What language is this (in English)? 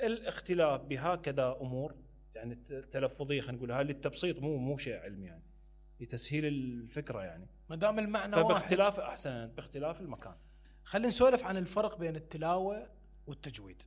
Mesopotamian Arabic